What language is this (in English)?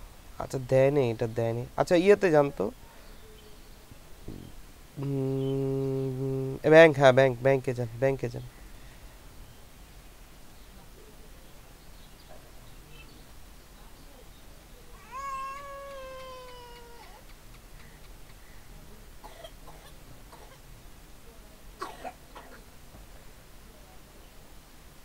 Bangla